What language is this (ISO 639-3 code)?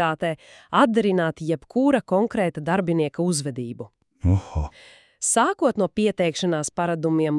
lav